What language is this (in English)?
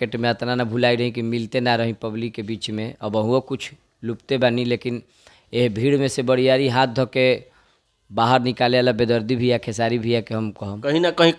Bhojpuri